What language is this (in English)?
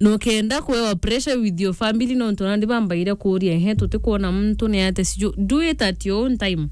Meru